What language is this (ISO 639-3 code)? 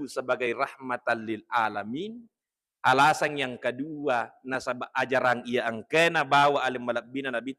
bug